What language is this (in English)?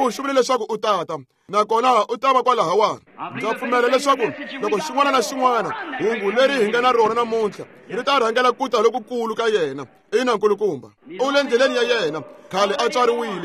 Tsonga